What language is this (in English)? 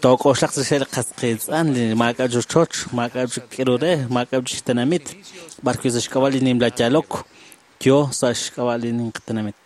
Kekchí